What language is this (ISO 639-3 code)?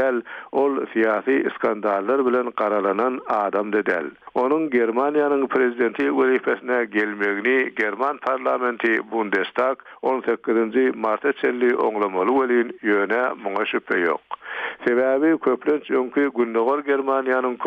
tuk